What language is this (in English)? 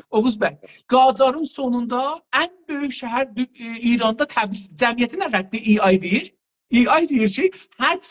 South Azerbaijani